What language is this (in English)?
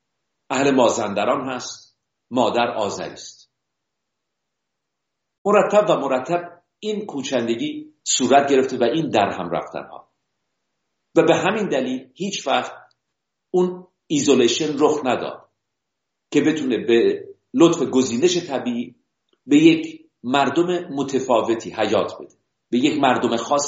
Persian